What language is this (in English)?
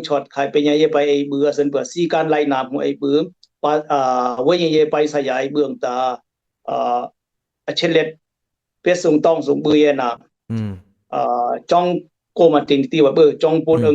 Dimasa